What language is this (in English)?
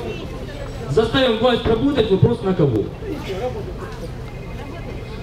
Russian